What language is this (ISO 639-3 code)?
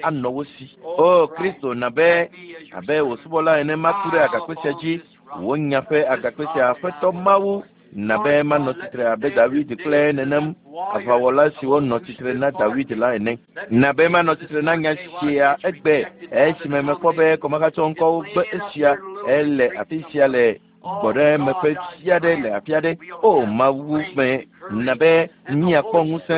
ewe